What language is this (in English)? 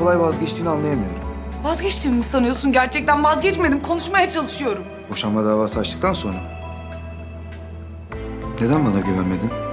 Turkish